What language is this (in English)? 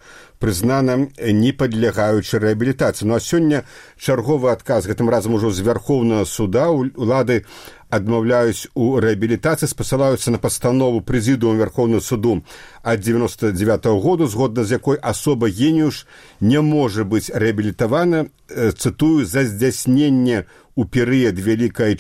Belarusian